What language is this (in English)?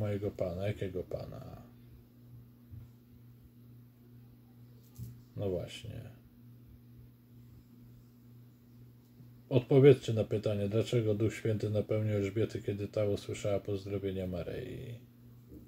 Polish